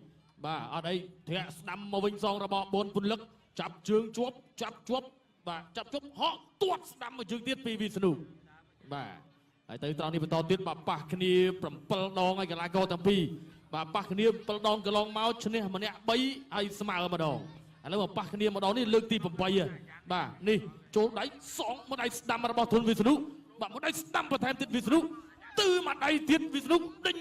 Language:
Khmer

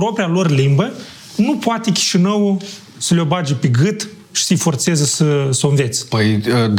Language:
Romanian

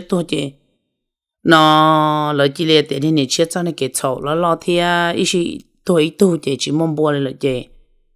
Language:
Hmong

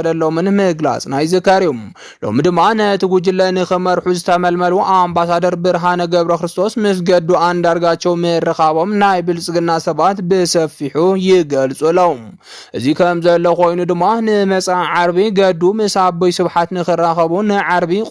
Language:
Tigrinya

